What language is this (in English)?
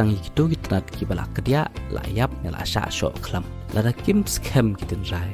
Khasi